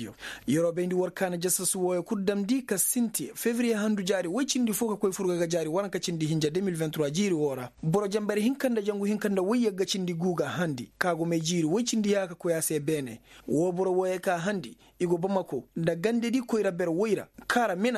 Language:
Koyraboro Senni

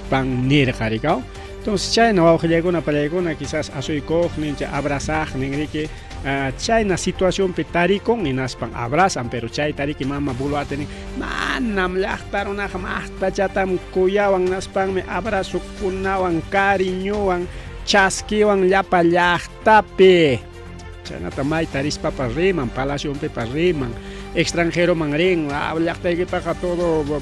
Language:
Ayacucho Quechua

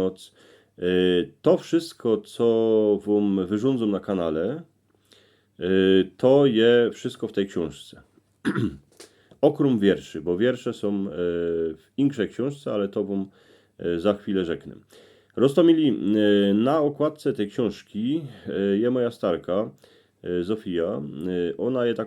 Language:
Silesian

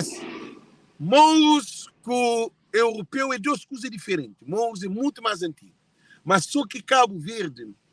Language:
Kabuverdianu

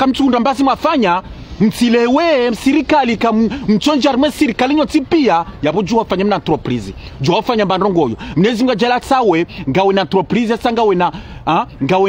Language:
Ngazidja Comorian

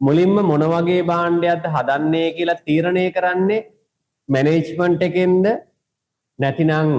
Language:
Sinhala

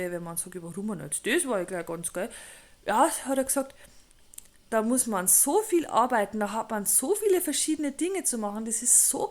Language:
Bavarian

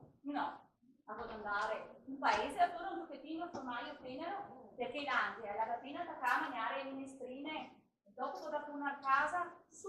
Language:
Venetian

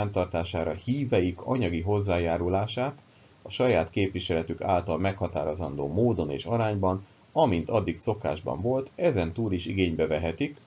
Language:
Hungarian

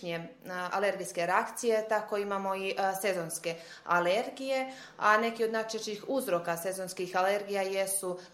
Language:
Serbian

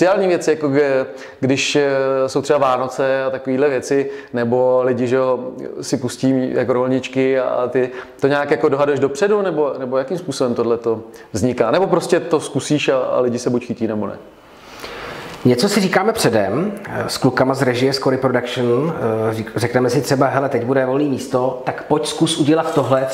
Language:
Czech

